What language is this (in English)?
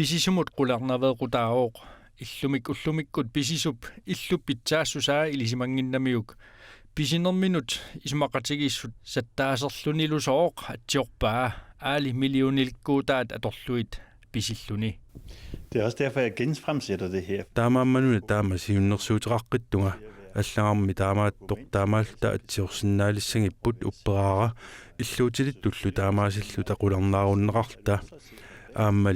Kalaallisut